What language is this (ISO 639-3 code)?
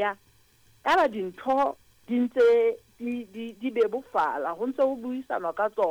sot